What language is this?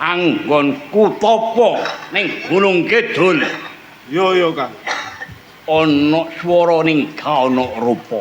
Javanese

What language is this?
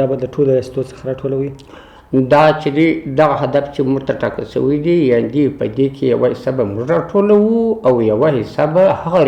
Pashto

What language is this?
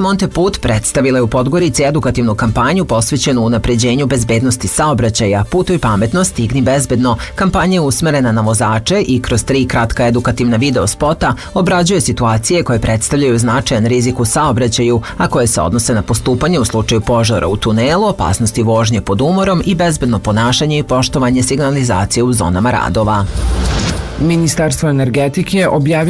Serbian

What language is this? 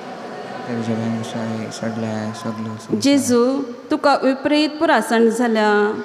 Konkani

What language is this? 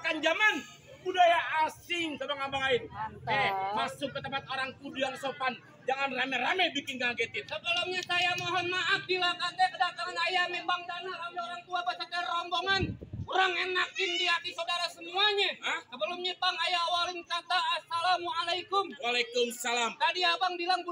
Betawi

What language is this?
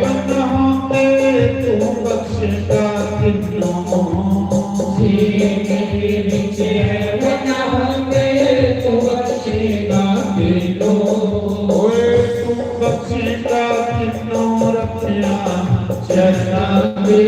Dogri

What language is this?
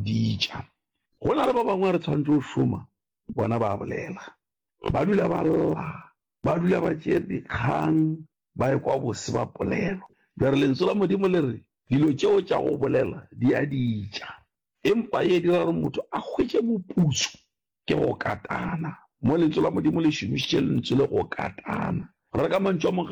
Northern Sotho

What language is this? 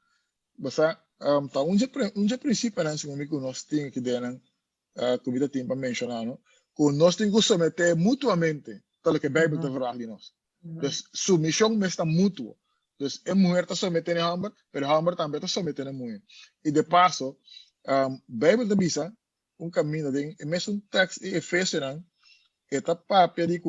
Papiamento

